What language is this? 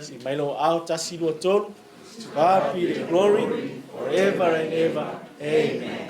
Samoan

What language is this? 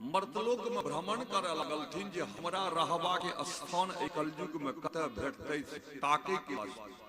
Maithili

